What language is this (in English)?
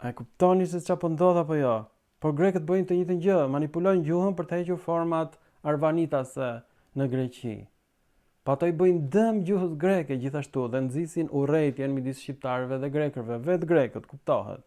Albanian